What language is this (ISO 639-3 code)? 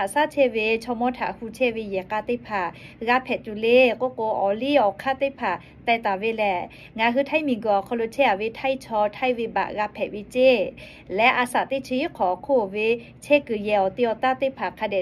lhu